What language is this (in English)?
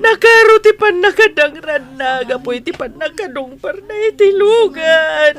Iloko